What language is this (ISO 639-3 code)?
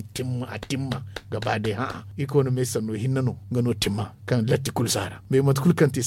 dje